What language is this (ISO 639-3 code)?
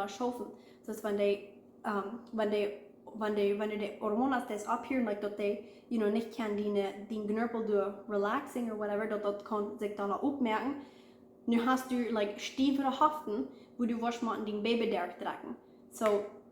pdt